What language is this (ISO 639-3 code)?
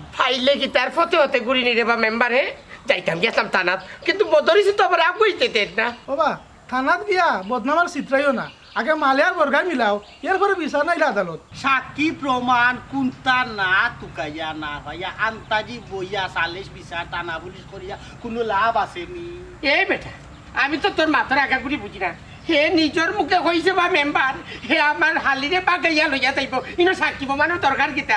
syl